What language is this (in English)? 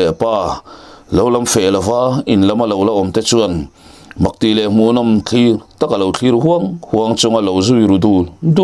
Mizo